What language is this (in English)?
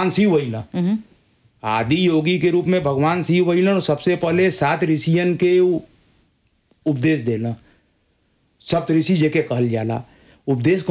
Bhojpuri